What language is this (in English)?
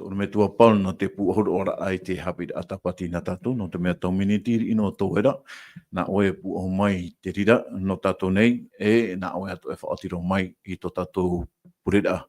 Tahitian